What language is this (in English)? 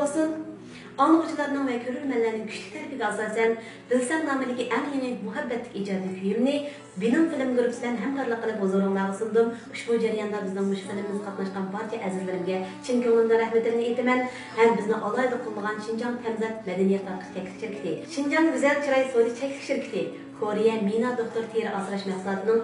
Uyghur